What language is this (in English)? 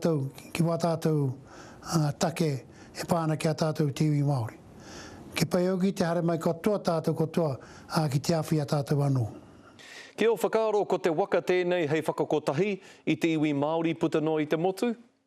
Māori